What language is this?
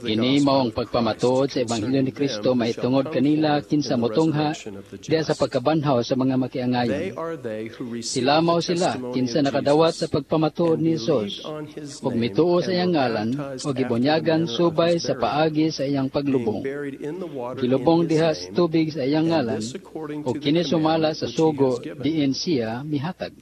Cebuano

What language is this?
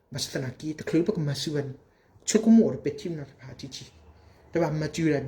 S'gaw Karen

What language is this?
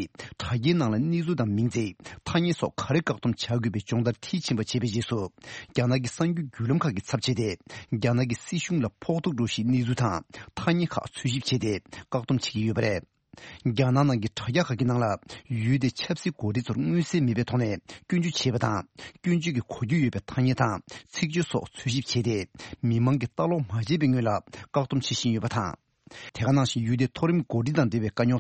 Tibetan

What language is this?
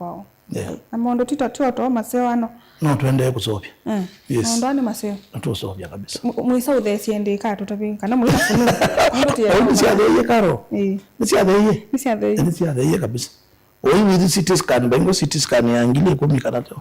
Kamba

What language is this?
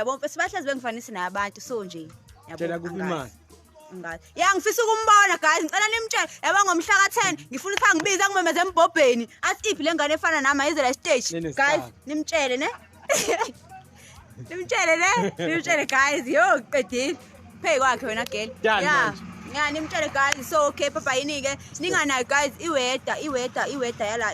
Zulu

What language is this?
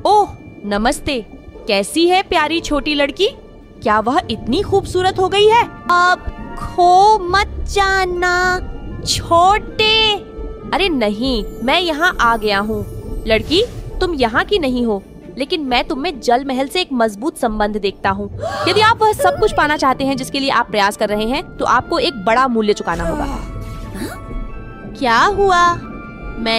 Hindi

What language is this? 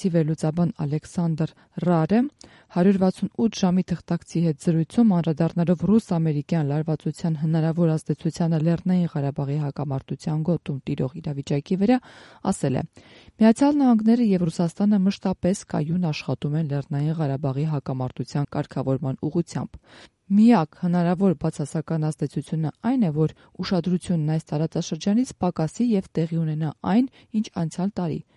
Armenian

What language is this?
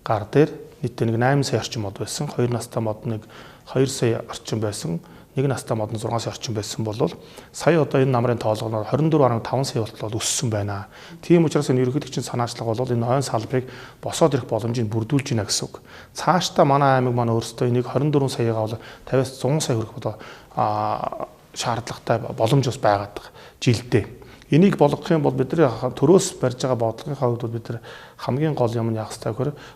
Mongolian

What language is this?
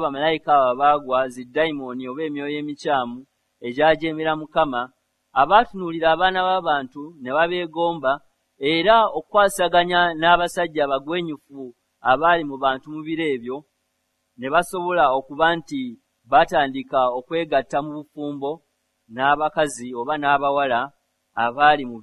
Ganda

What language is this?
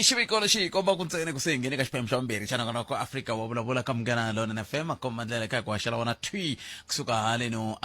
Tsonga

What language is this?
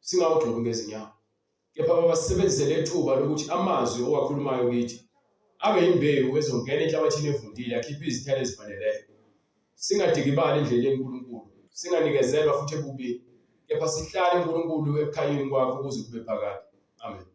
Zulu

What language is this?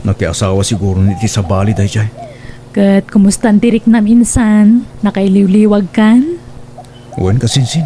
Iloko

